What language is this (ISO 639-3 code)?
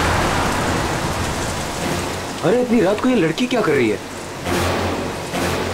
hin